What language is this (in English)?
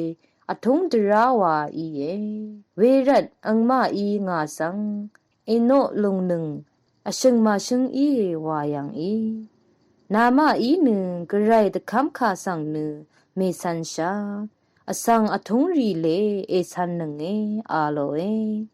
Rawang